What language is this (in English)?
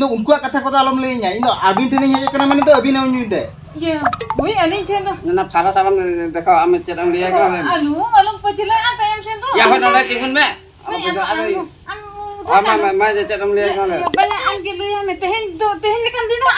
Santali